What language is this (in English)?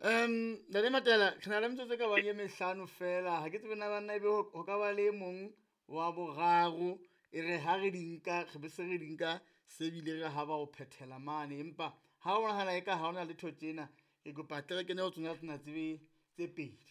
Southern Sotho